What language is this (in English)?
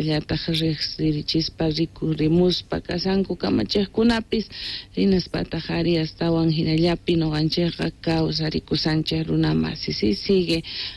Quechua